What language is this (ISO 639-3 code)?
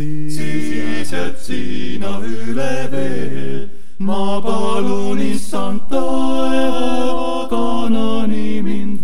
est